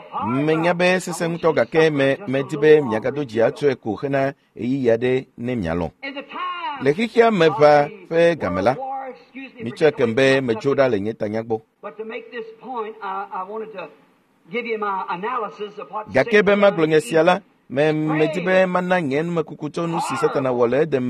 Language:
Ewe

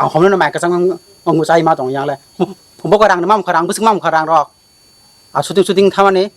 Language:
Kok Borok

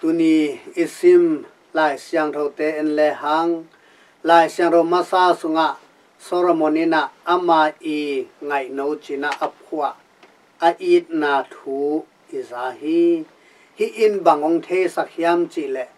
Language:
Tedim Chin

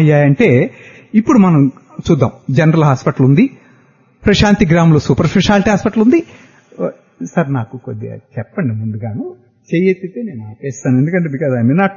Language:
Telugu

